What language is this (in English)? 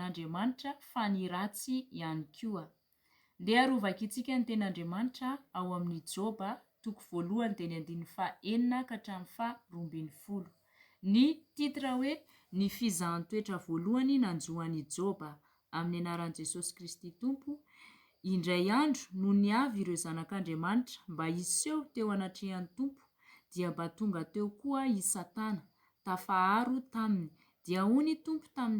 Malagasy